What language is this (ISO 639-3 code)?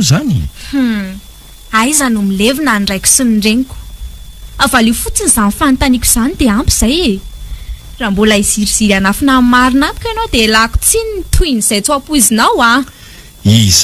mlg